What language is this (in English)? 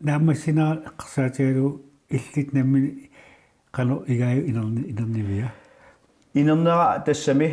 Kalaallisut